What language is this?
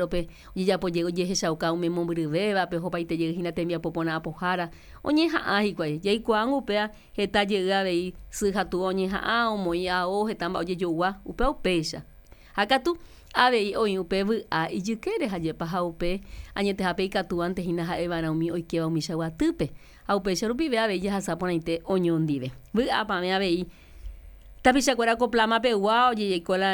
Guarani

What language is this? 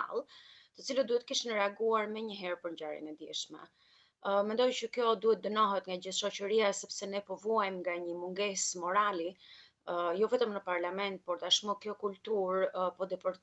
Albanian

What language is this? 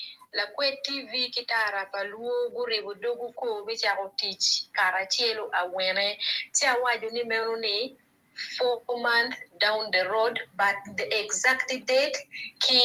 Acoli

